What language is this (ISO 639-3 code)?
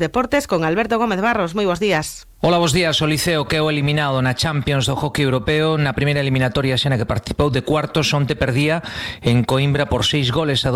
glg